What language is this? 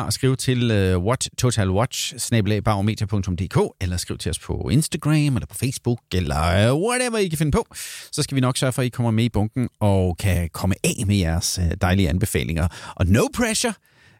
Danish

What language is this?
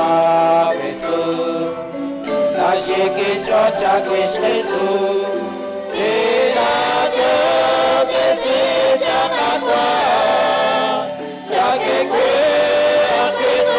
Kekchí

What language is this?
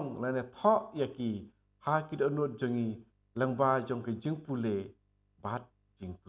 Khasi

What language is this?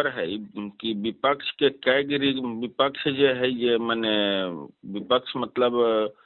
Magahi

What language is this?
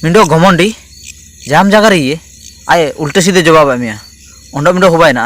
Ho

